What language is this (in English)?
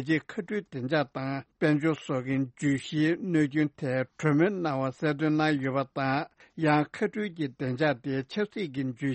Tibetan